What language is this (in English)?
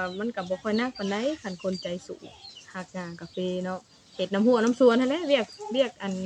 Northeastern Thai